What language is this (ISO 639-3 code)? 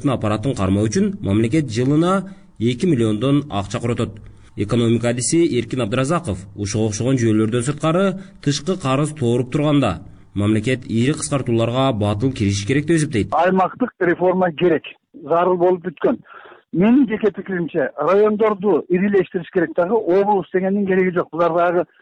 kir